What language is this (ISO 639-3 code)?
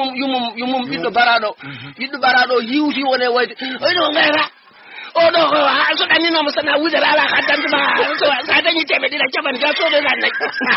ful